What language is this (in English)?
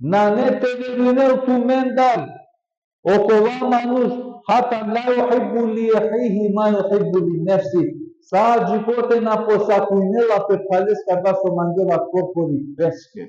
Balkan Romani